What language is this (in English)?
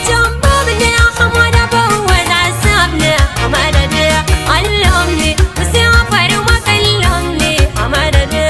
Adamawa Fulfulde